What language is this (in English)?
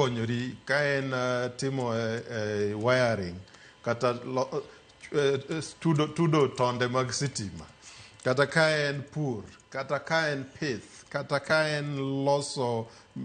Luo (Kenya and Tanzania)